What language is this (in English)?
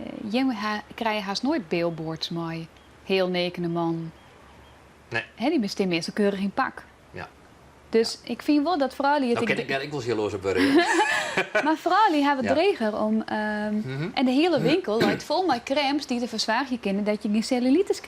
Western Frisian